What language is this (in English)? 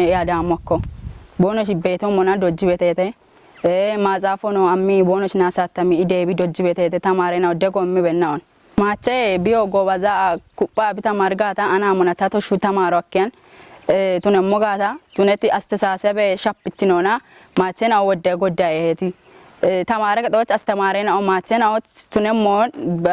Kafa